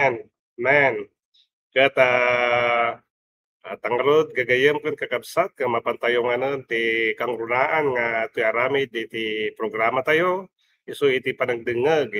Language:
Iloko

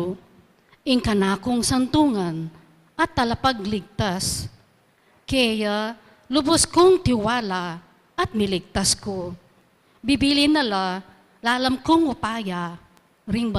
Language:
Pampanga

